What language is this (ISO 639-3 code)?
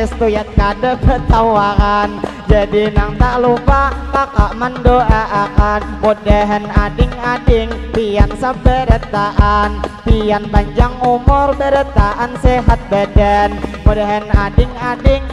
bjn